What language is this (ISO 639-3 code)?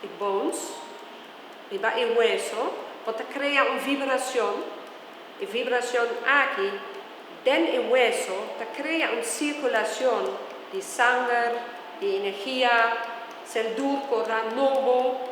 pap